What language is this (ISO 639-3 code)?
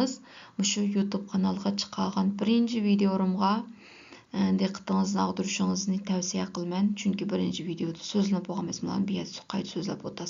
uig